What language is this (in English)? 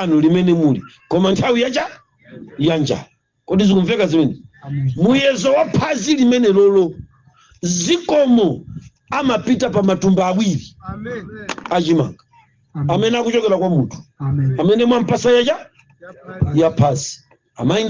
Nyanja